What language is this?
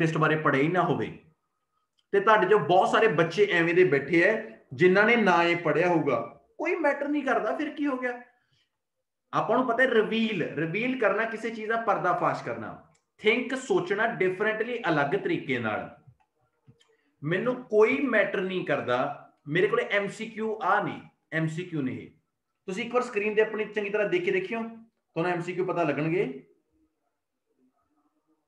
Punjabi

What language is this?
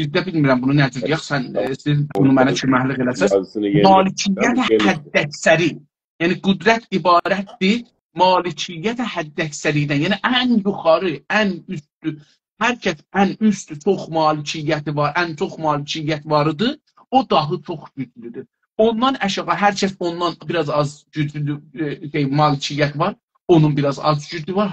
South Azerbaijani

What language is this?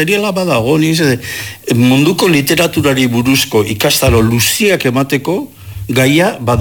Basque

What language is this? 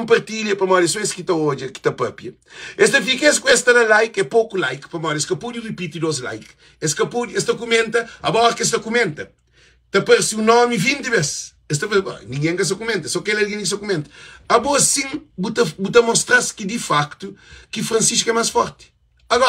Kabuverdianu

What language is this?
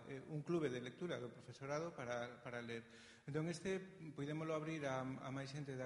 Galician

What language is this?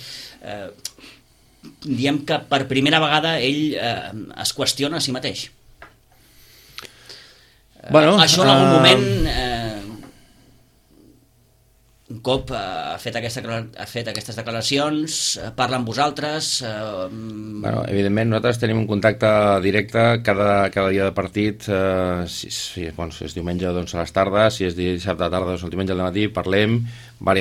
Catalan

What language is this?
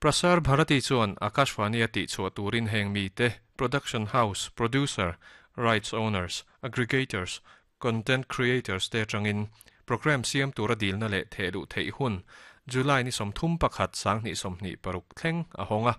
Mizo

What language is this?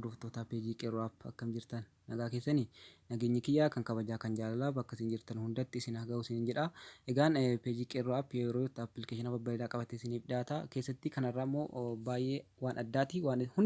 Oromo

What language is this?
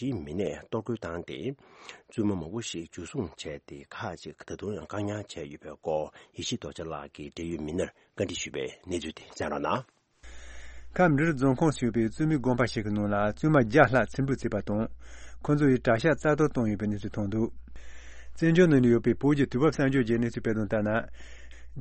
Tibetan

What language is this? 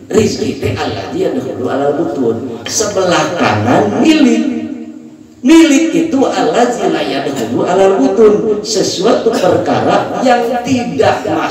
Indonesian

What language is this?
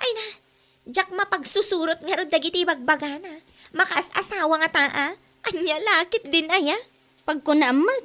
Iloko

